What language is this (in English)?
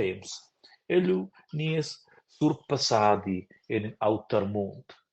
Romansh